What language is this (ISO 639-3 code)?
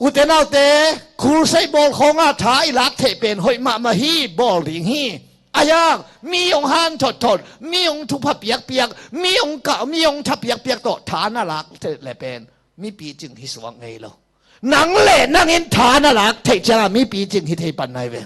ctd